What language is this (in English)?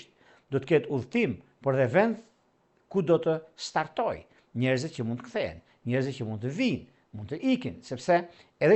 Albanian